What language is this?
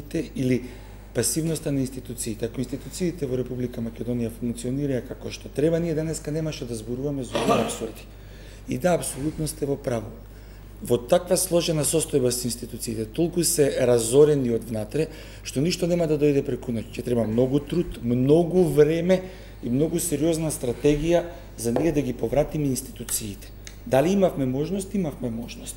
Macedonian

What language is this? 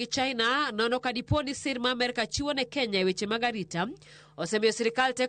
Luo (Kenya and Tanzania)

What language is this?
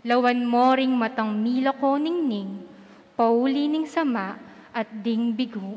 Pampanga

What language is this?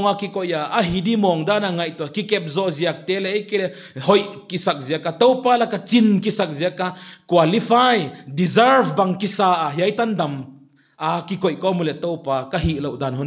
Paite Chin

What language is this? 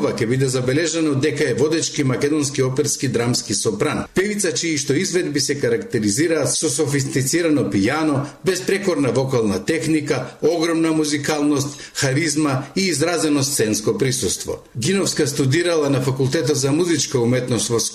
Macedonian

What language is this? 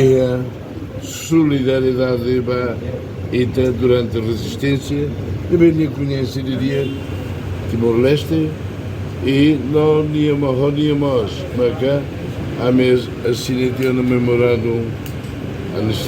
Tetum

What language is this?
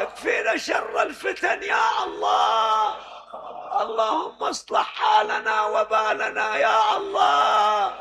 Mesopotamian Arabic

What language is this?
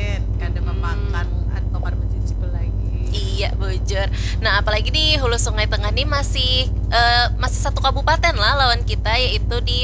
Banjar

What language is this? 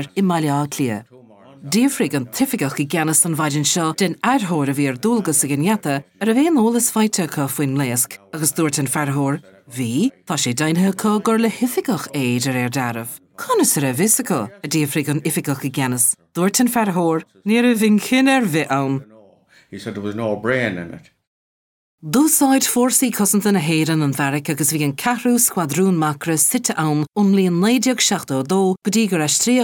Irish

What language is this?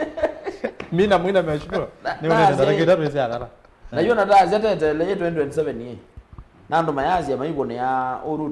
Kamba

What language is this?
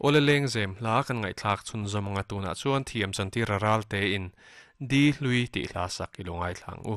Mizo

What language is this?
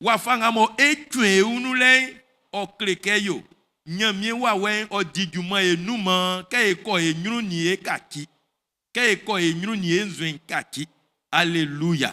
Baoulé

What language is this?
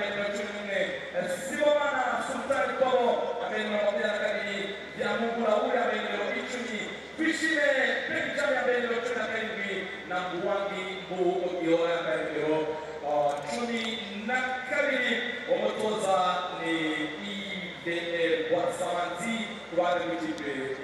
Kinyarwanda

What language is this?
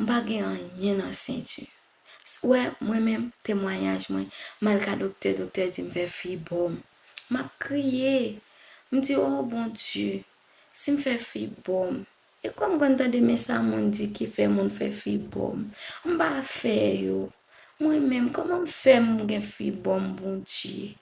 Haitian Creole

